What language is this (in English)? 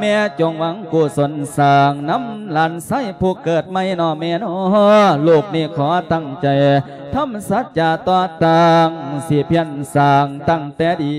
Lao